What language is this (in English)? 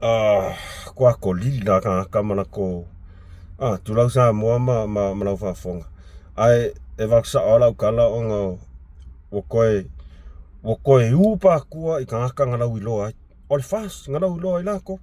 Samoan